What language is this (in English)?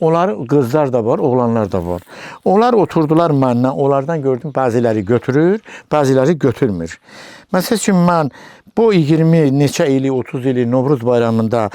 Azerbaijani